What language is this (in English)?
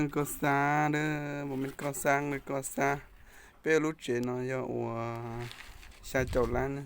Hmong